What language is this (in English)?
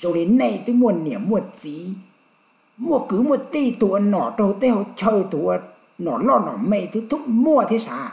Hmong